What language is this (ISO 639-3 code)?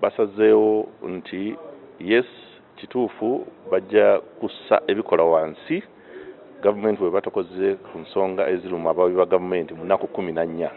lug